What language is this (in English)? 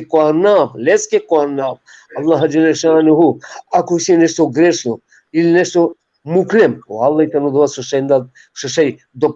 Balkan Romani